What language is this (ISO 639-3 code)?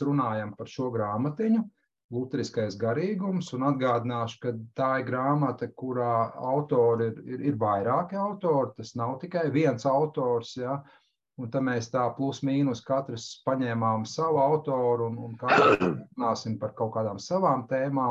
lav